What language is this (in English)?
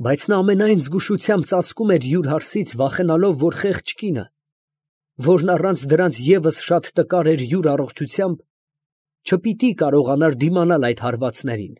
Armenian